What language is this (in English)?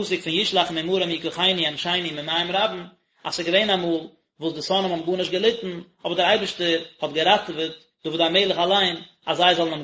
Yiddish